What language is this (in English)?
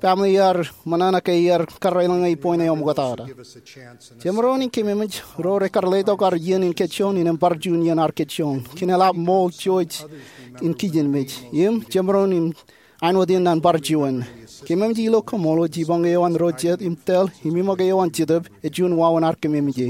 Marshallese